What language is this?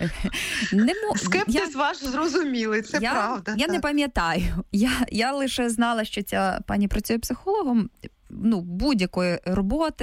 Ukrainian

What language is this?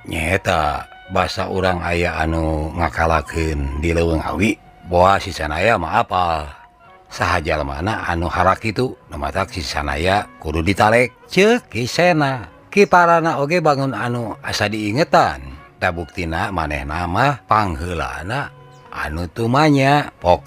Sundanese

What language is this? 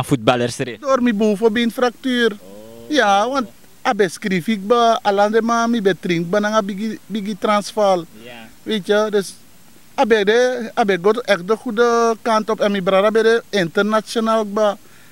Sranan Tongo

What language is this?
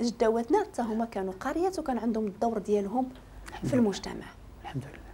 Moroccan Arabic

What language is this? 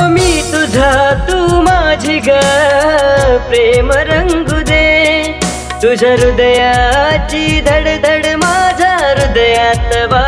Marathi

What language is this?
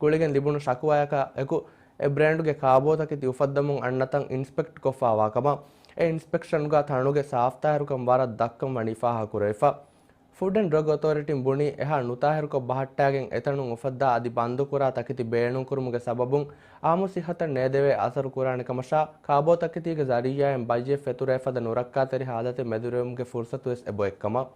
Divehi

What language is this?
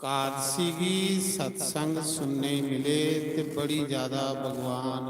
Dogri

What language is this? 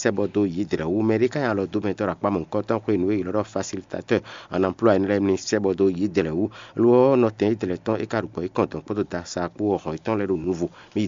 Fon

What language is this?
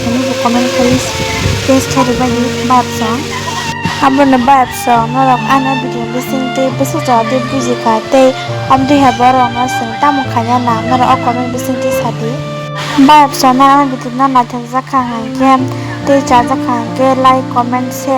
Kok Borok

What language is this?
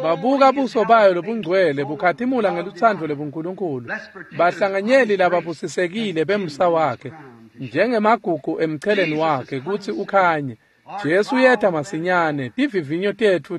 Swati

